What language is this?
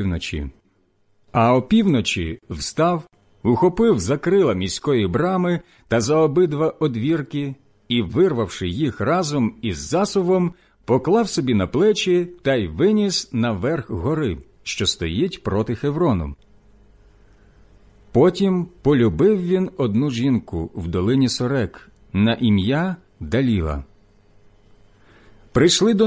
Ukrainian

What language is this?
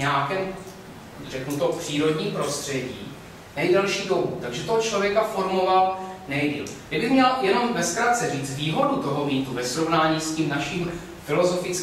Czech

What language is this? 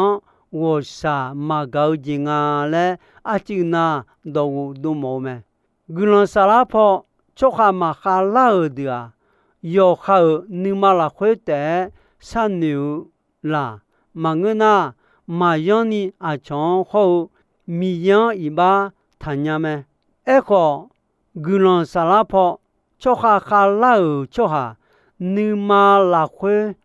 Akha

